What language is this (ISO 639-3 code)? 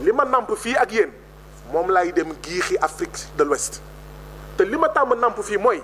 wol